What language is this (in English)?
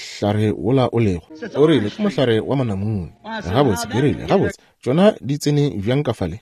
Northern Sotho